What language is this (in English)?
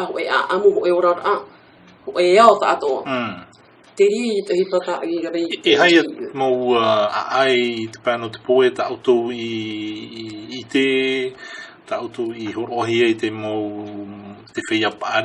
Tahitian